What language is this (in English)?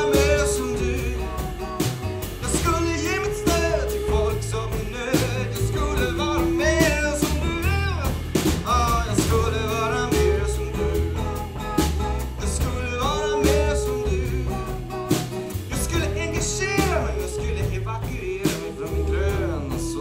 Swedish